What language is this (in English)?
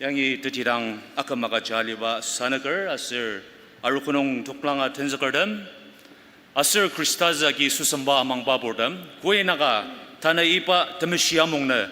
Ao Naga